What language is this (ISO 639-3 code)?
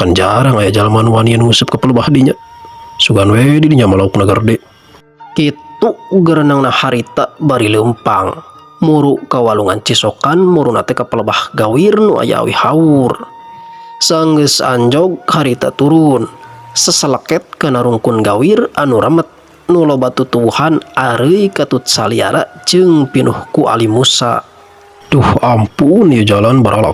sun